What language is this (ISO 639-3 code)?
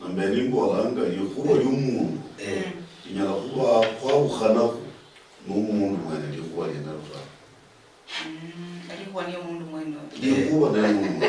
luy